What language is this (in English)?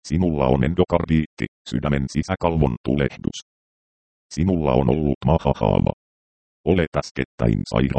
Finnish